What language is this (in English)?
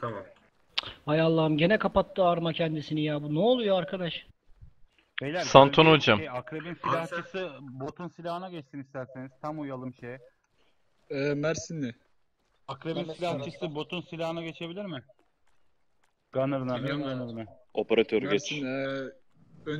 Turkish